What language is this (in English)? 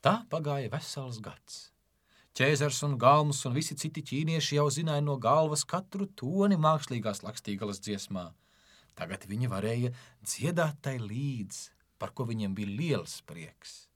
Latvian